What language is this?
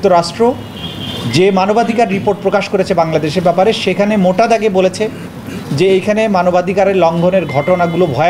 Bangla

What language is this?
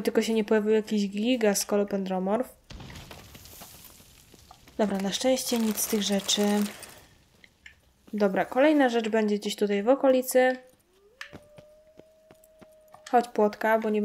Polish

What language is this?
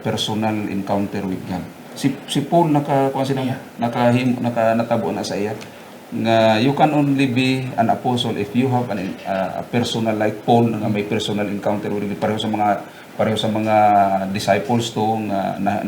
Hiligaynon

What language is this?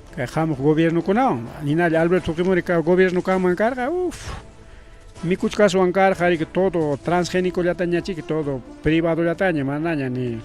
Ayacucho Quechua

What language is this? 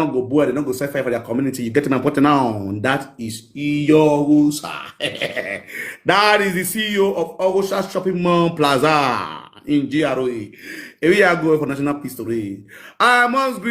Nigerian Pidgin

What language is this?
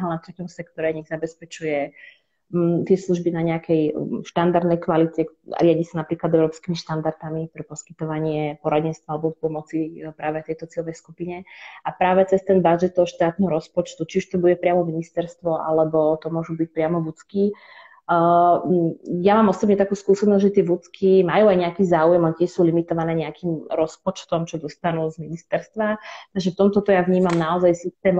Slovak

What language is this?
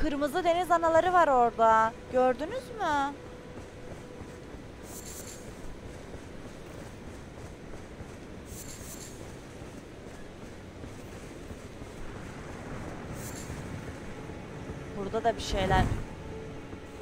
Turkish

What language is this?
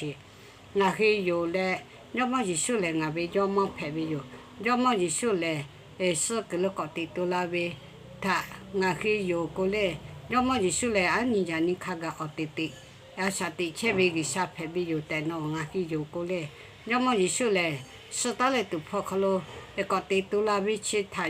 Lahu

